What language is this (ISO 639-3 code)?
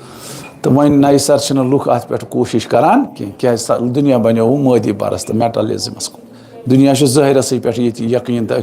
kas